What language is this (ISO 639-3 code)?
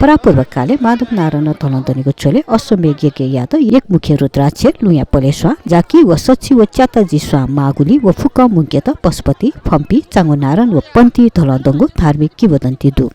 new